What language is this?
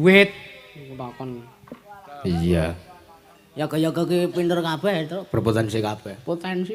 Javanese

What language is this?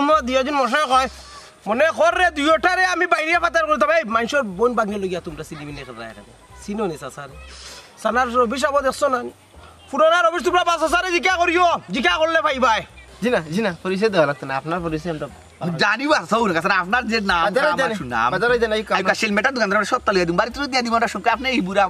Sylheti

